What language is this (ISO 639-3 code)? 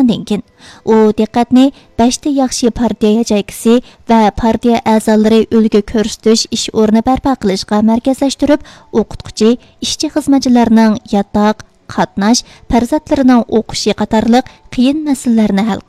uig